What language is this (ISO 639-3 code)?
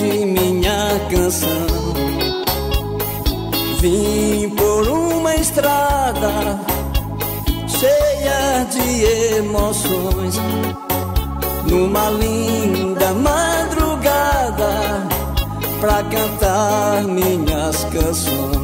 por